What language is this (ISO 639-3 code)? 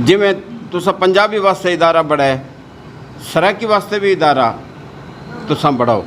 skr